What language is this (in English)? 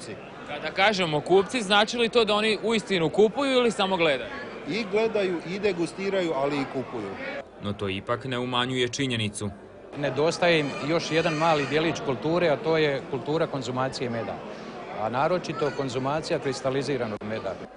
Croatian